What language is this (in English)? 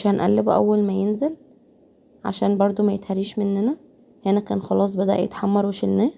Egyptian Arabic